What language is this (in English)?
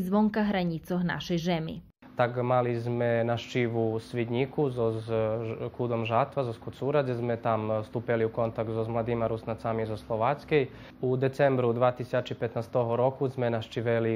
Rusyn